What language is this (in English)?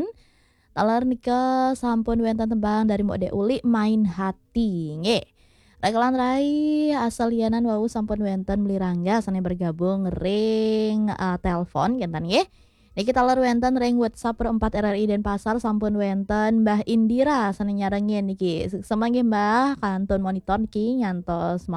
Balinese